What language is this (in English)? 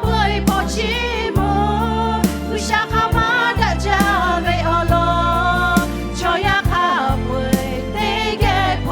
Lahu